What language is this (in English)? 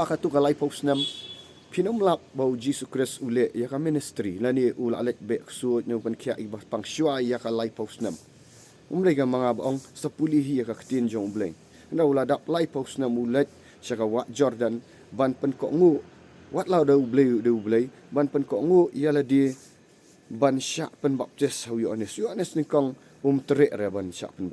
Khasi